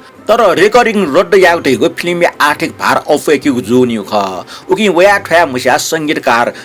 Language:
Newari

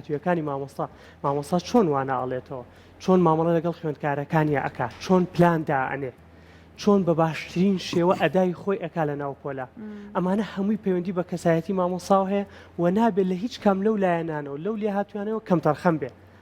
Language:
Central Kurdish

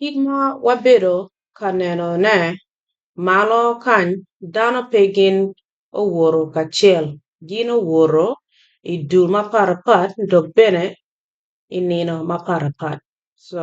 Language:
Acoli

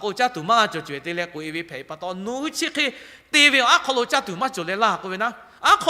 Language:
Lahu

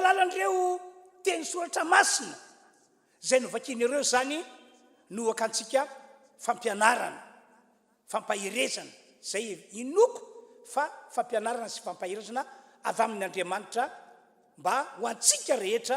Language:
Malagasy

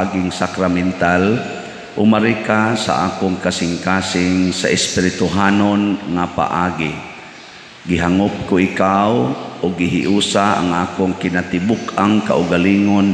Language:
Cebuano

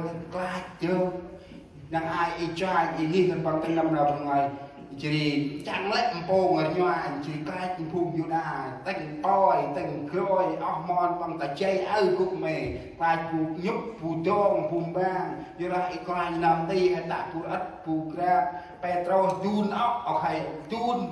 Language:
Central Mnong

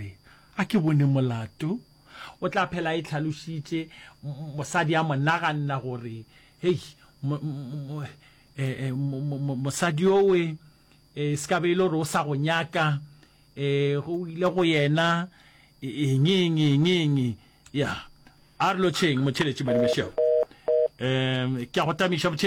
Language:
Northern Sotho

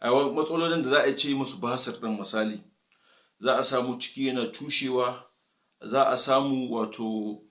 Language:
Hausa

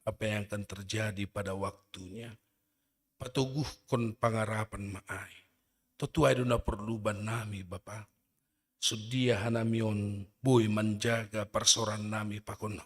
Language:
Batak Simalungun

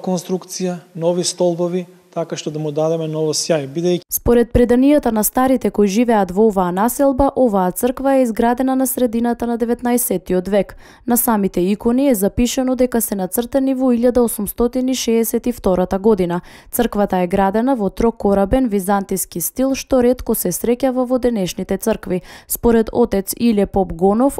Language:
Macedonian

